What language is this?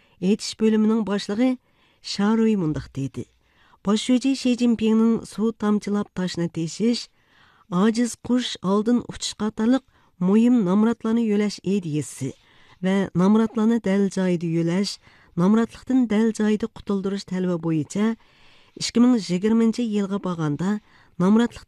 Uyghur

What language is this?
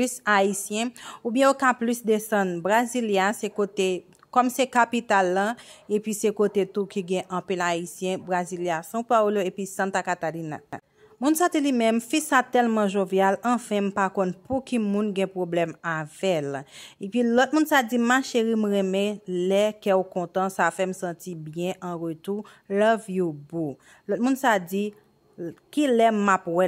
Haitian Creole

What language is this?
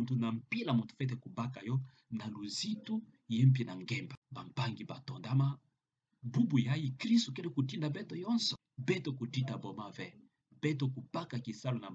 Kituba (Democratic Republic of Congo)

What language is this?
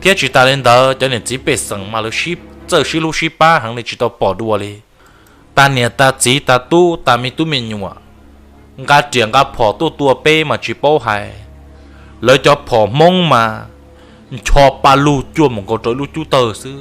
Hmong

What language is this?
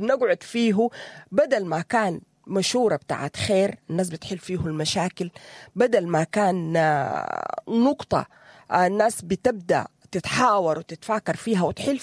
Sudanese Arabic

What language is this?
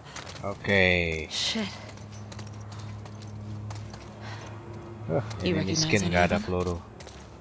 Indonesian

